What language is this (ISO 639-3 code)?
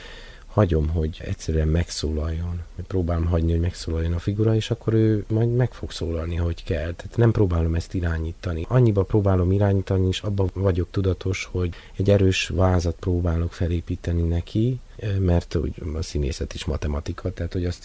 hun